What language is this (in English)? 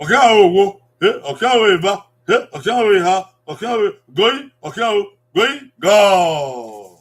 Bini